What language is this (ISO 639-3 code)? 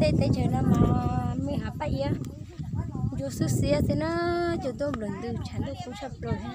hmn